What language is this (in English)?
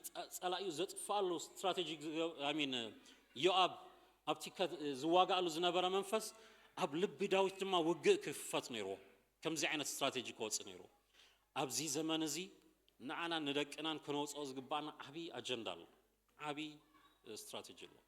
Tigrinya